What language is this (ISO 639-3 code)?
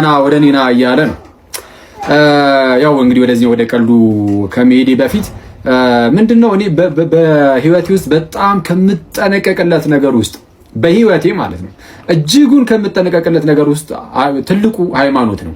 amh